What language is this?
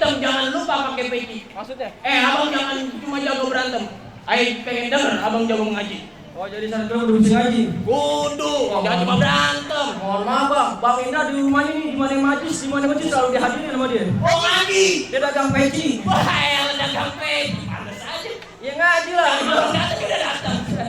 Betawi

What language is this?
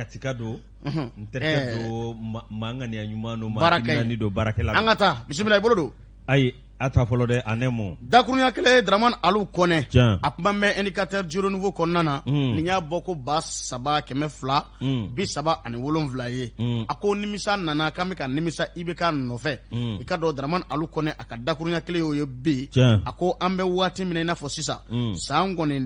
Bambara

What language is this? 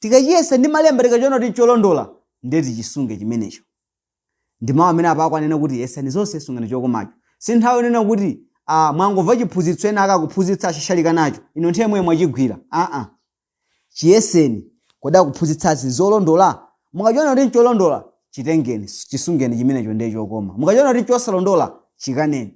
Nyanja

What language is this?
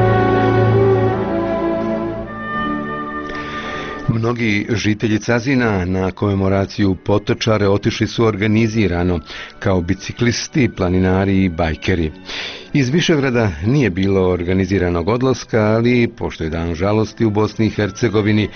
Bosnian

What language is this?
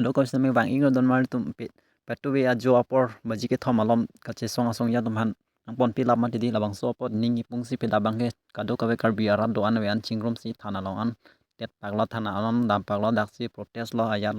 Karbi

